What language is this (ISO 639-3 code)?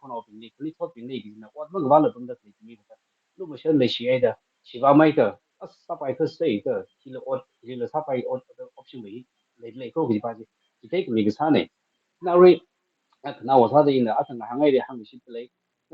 nmf